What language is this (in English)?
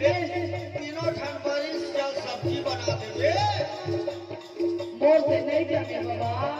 Chhattisgarhi